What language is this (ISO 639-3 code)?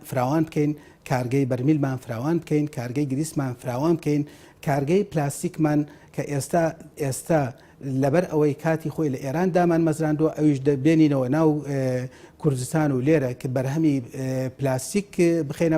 ckb